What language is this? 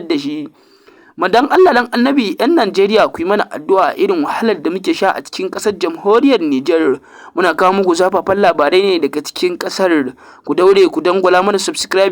Hausa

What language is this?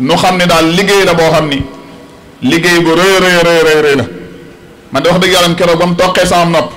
Wolof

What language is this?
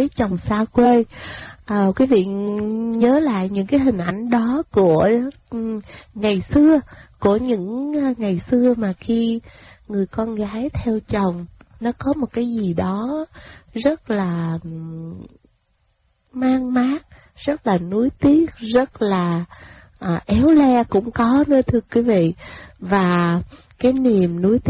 Vietnamese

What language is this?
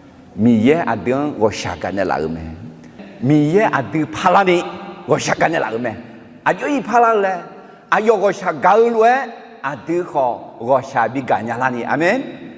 Akha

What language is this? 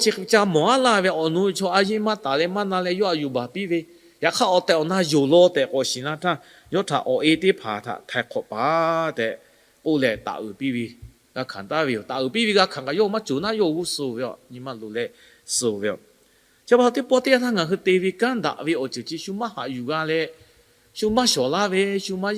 Lahu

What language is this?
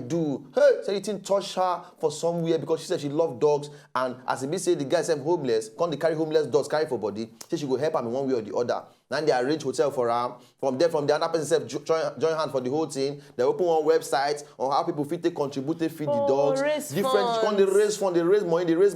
Nigerian Pidgin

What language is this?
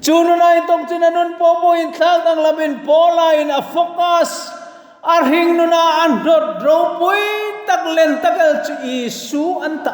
Hmar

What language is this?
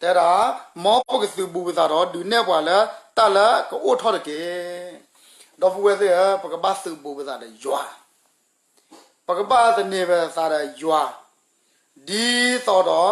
S'gaw Karen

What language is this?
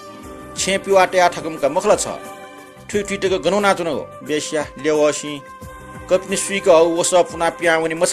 Newari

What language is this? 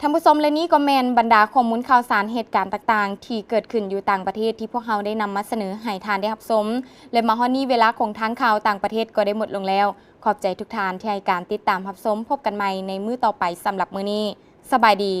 Lao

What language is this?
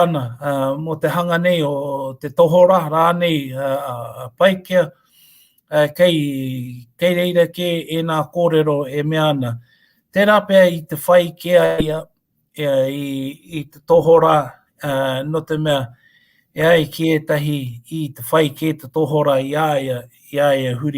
Māori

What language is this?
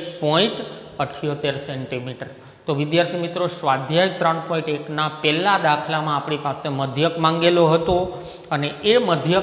Gujarati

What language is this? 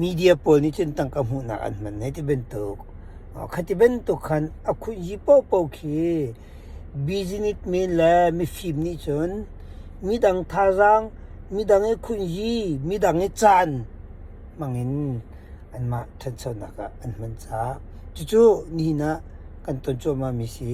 Hakha Chin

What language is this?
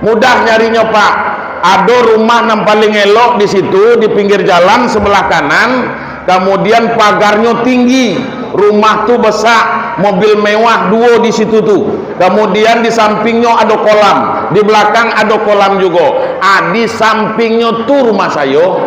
Minangkabau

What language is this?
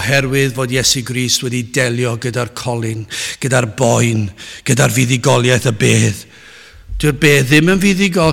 Welsh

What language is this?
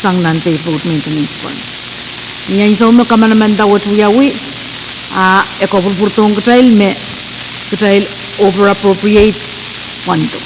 Pohnpeian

